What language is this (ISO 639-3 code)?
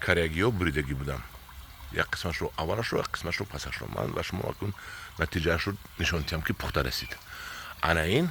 tgk